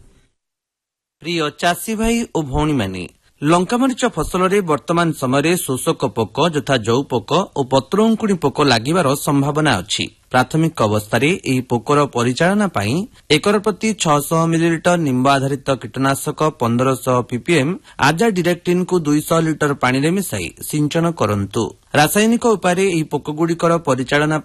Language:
Odia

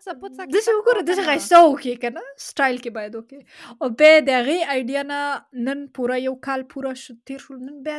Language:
Pashto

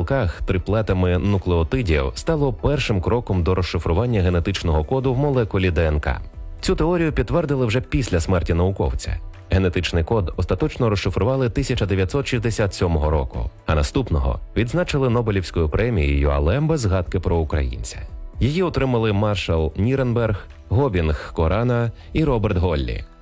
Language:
Ukrainian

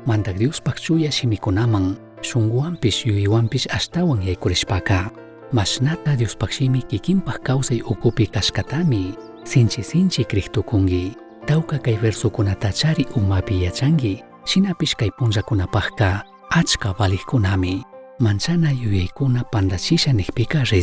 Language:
Chimborazo Highland Quichua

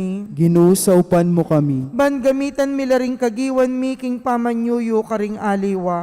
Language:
Pampanga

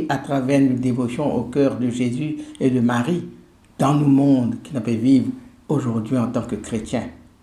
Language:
Morisyen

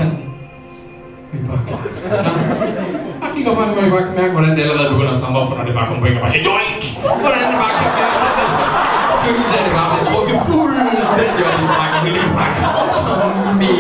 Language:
Danish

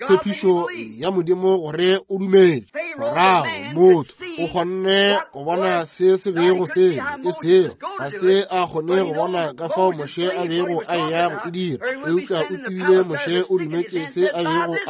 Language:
Northern Sotho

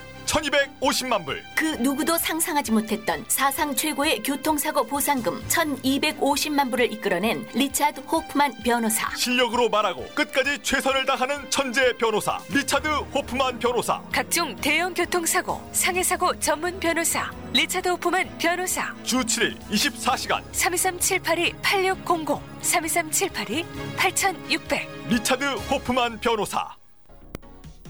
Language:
Korean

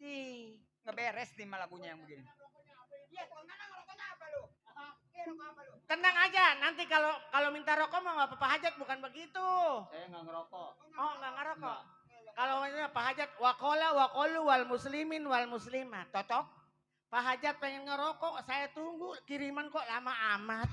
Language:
Betawi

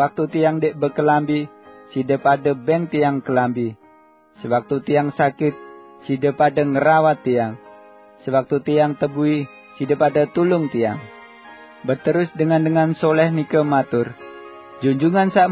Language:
Sasak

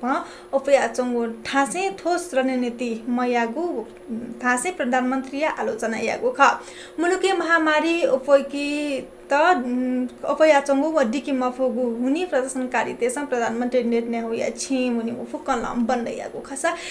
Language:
Newari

